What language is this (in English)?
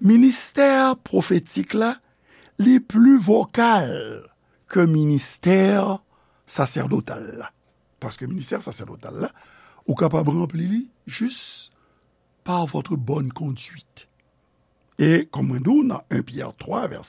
Haitian Creole